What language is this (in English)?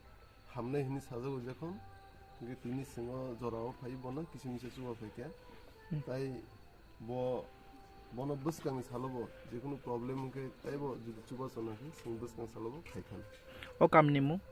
Kok Borok